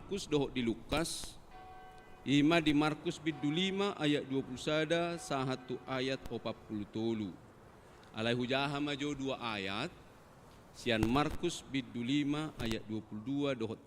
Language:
Batak Toba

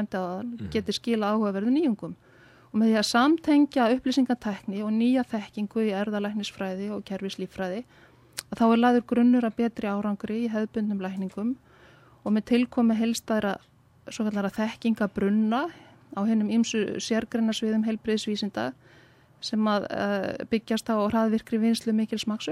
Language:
Icelandic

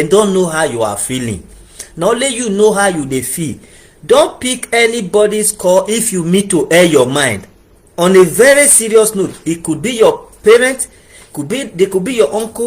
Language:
Nigerian Pidgin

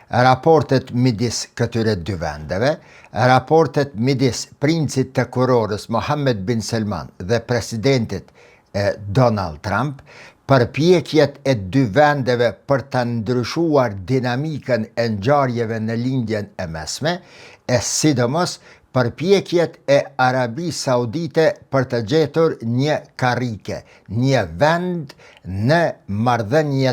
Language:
Albanian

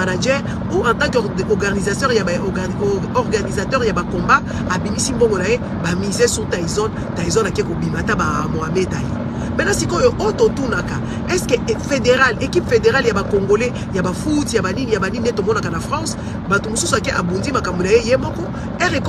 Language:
Lingala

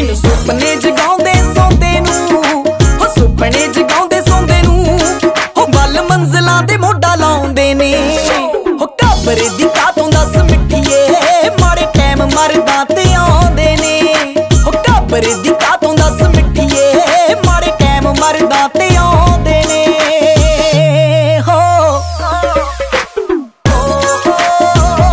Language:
Punjabi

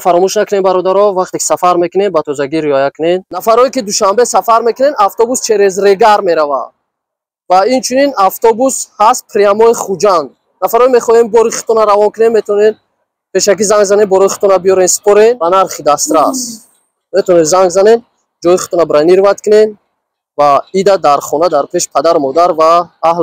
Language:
Tajik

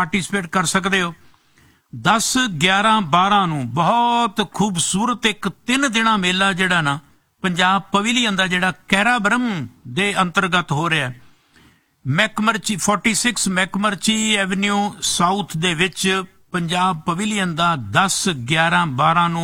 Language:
Punjabi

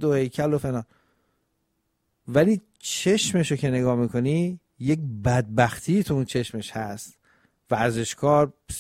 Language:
Persian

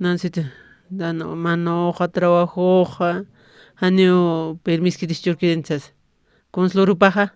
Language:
Aymara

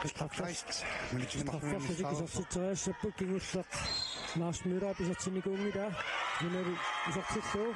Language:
Kalaallisut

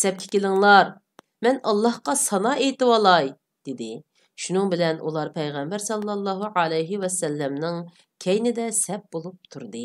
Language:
Uyghur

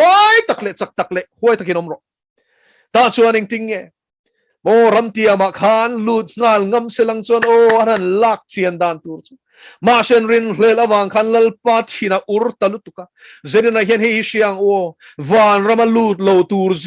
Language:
Mizo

